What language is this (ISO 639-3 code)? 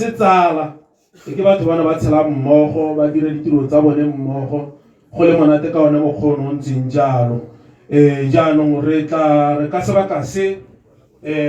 tsn